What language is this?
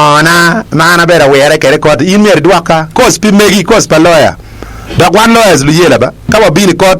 Acoli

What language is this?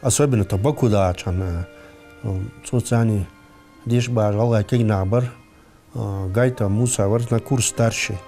Ingush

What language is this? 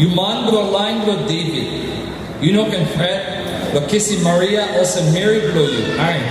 Tok Pisin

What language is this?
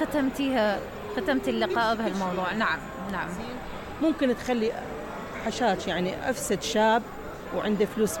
Mesopotamian Arabic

